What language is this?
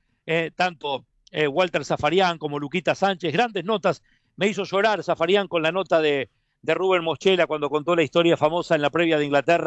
Spanish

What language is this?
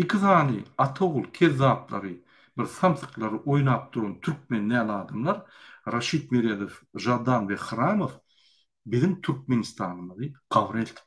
Turkmen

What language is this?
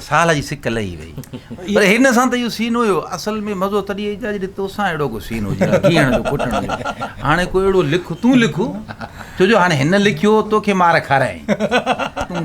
Sindhi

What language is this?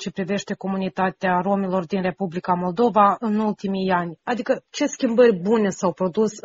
Romanian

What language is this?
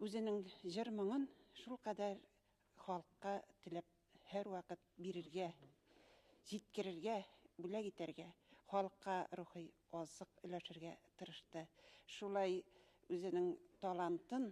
Bashkir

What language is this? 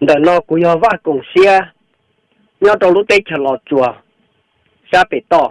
Hmong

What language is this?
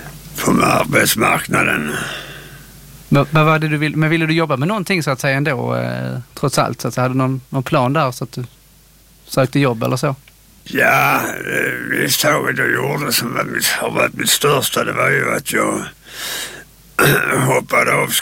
Swedish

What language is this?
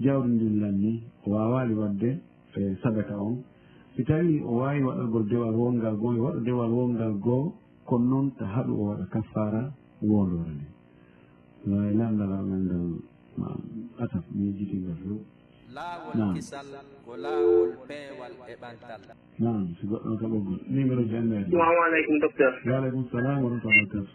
Fula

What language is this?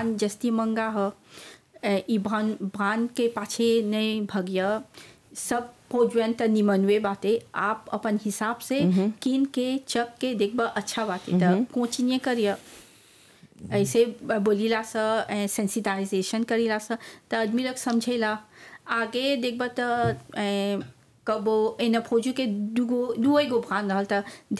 Bhojpuri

